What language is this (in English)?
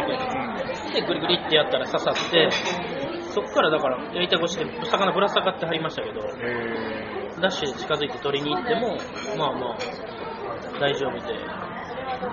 Japanese